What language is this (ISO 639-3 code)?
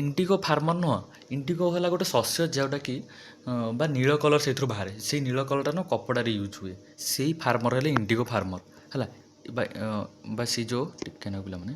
ori